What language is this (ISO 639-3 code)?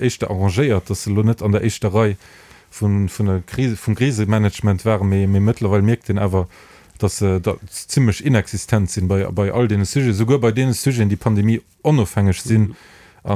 ltz